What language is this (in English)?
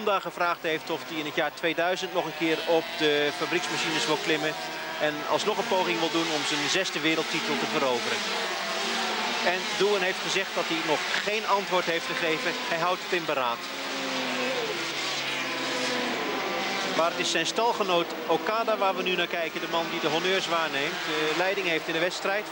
Dutch